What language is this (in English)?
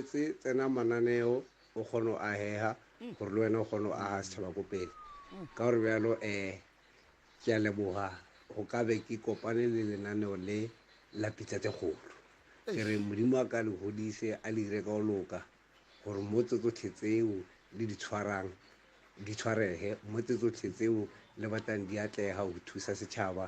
Northern Sotho